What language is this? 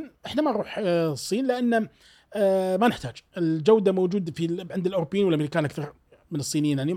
Gulf Arabic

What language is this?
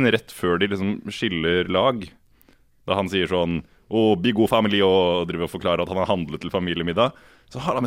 Norwegian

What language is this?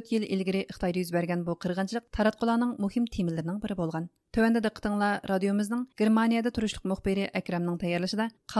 Uyghur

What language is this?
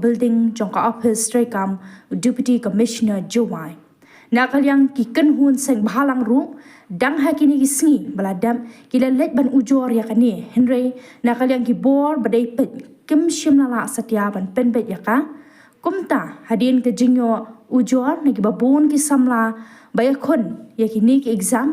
Khasi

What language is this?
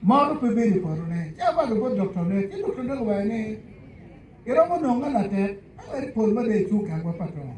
Acoli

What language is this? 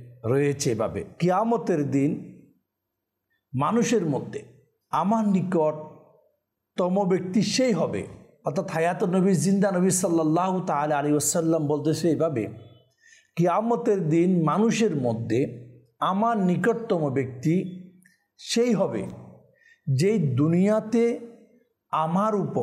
Bangla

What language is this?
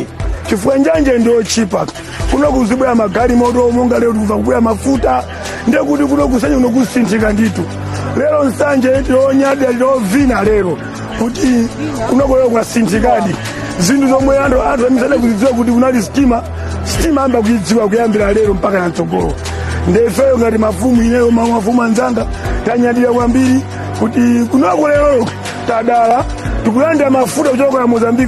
Nyanja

